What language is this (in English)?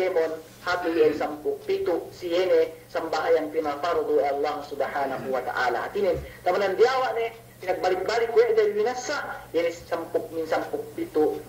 Yakan